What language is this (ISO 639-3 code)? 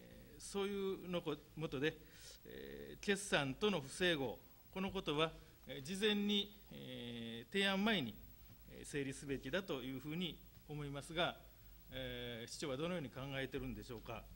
jpn